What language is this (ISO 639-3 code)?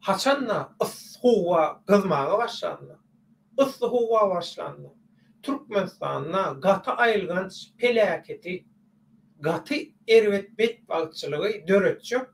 tuk